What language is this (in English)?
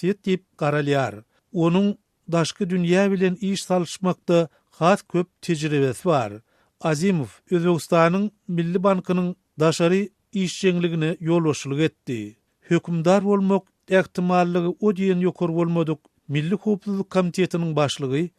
Turkmen